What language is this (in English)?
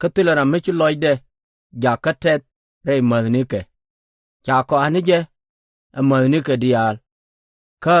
Nuer